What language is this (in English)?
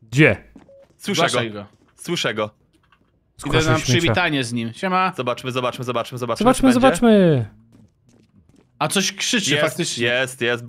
Polish